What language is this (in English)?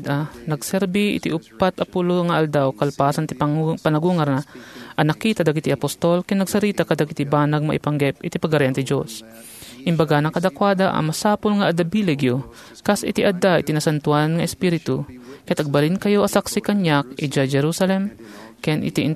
Iloko